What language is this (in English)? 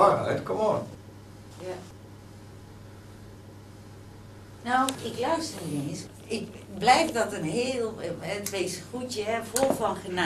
Dutch